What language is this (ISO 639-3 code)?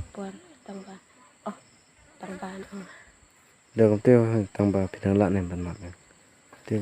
kha